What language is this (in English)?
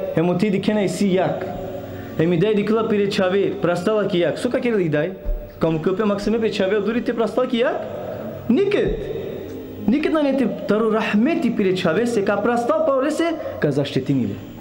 Balkan Romani